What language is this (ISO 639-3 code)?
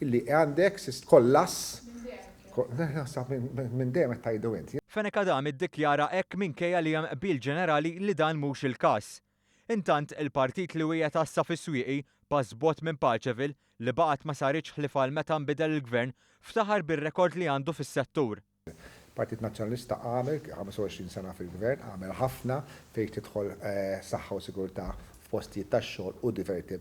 mlt